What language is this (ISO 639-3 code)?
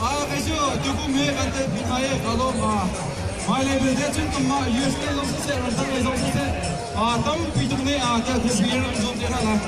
cnh